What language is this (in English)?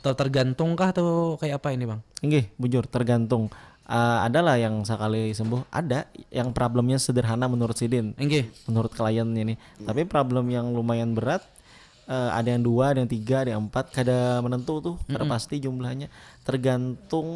Banjar